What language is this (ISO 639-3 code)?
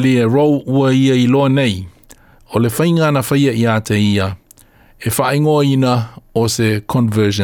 smo